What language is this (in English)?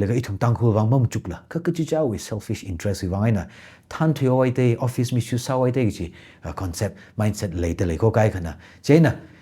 Tangkhul Naga (India)